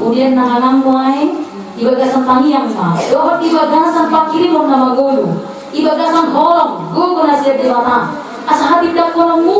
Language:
Batak Toba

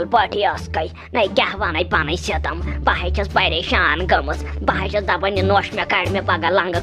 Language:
Kashmiri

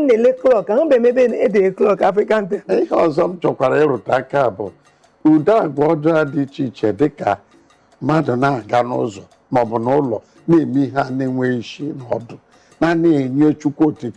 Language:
Igbo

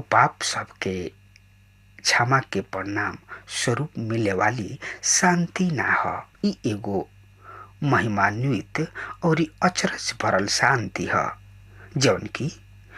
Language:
Bhojpuri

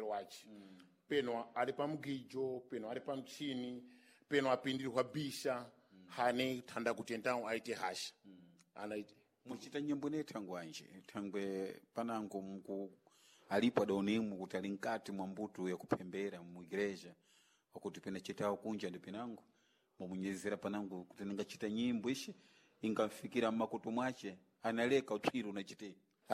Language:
Sena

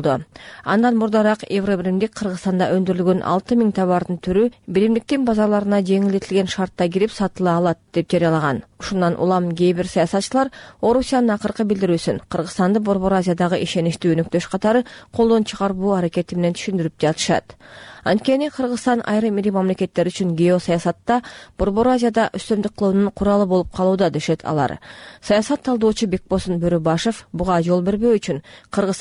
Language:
Kyrgyz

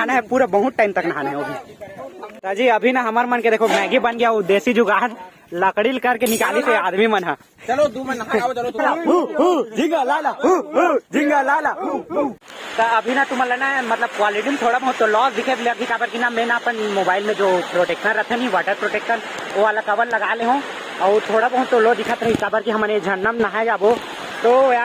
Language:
Chhattisgarhi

